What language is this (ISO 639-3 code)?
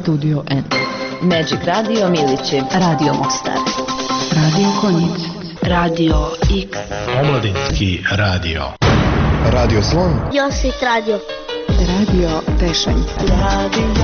bos